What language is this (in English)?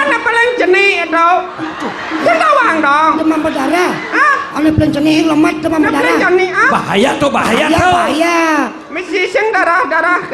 Balinese